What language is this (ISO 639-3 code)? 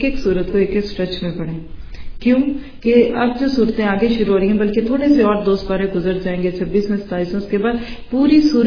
urd